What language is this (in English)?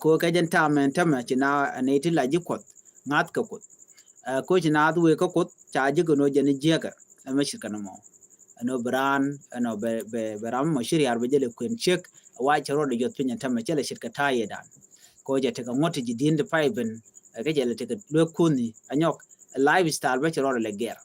Nuer